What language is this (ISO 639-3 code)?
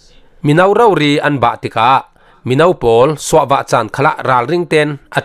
cfm